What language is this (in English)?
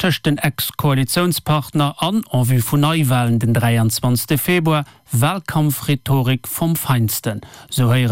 Luxembourgish